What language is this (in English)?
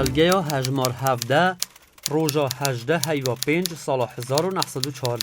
Kurdish